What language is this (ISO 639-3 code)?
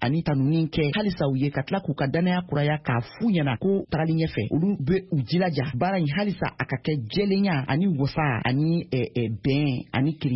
bam